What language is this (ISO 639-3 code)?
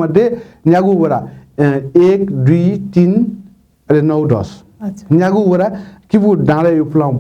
new